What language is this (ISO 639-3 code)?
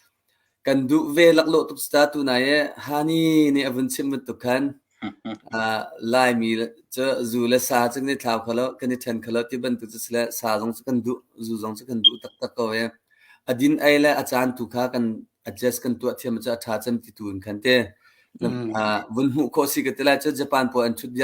cnh